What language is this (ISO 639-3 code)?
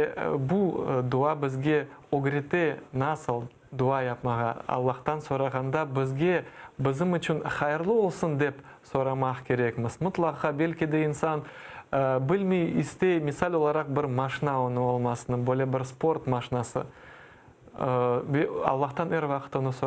crh